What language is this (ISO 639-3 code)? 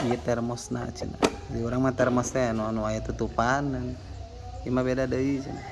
sun